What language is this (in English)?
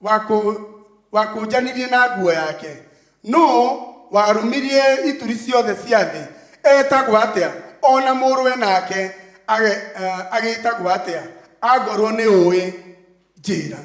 Kikuyu